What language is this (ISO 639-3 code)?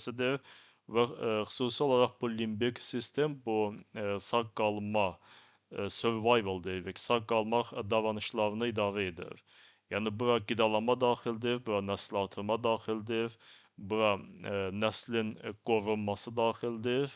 aze